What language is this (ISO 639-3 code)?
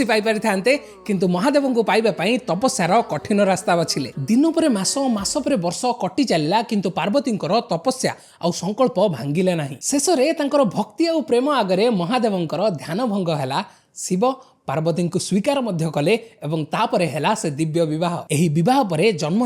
ori